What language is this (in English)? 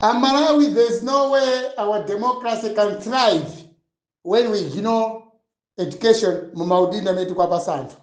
Nyanja